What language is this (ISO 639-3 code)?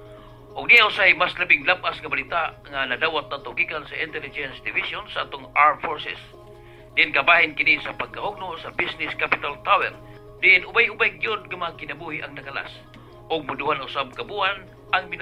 ceb